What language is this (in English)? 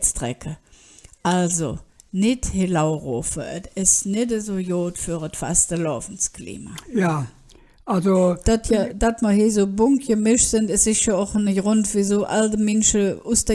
Colognian